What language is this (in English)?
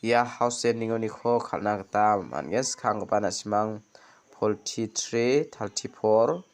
Garo